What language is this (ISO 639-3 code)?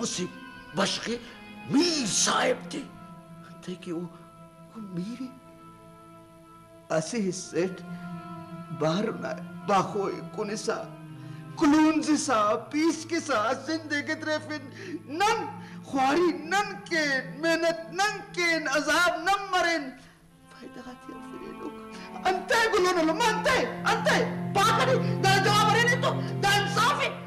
brh